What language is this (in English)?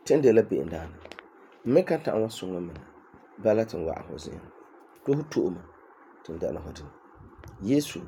Frafra